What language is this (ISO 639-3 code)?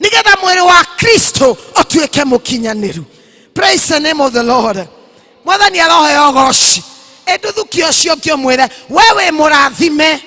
kik